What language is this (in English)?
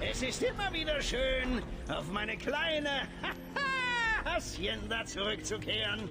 Bavarian